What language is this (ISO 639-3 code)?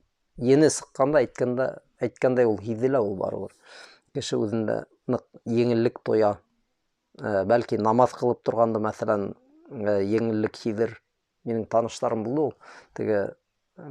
bak